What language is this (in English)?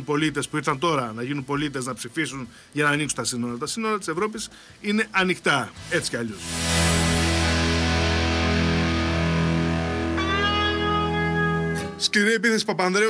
Greek